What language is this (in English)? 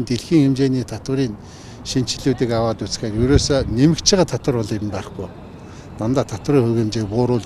Mongolian